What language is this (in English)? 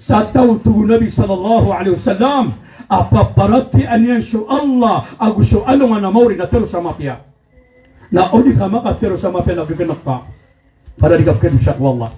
Maranao